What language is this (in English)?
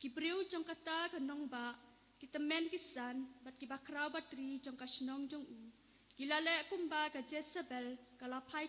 Khasi